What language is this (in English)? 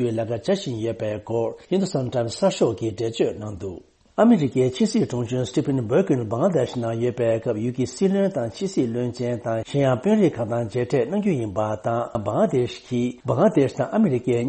Tibetan